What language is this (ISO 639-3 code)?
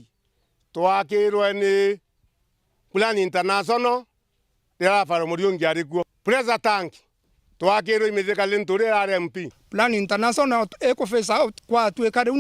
mer